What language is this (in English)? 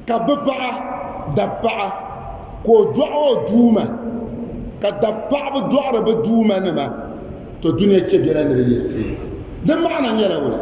Dagbani